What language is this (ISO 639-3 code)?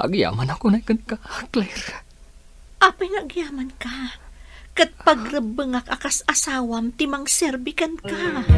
ilo